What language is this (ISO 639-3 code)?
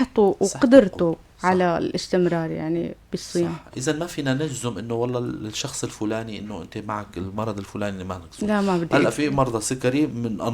apc